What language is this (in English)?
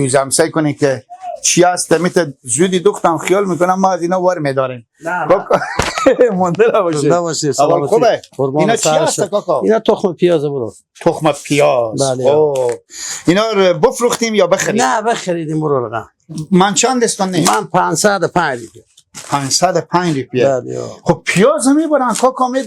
Persian